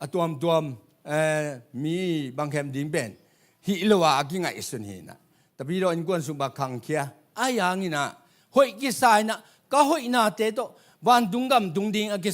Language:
Tedim Chin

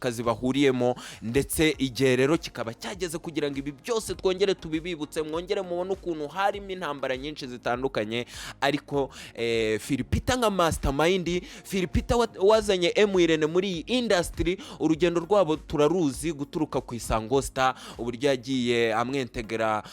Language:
Kinyarwanda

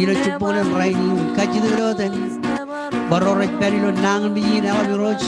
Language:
Marshallese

